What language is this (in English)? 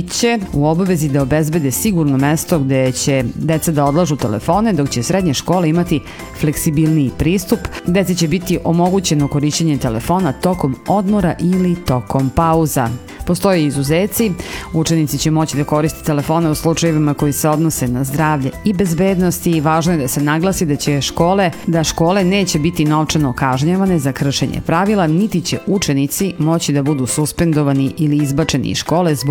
Serbian